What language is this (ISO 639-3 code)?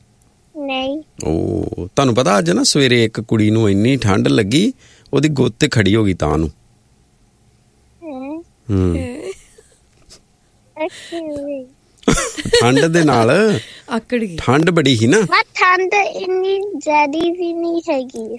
pan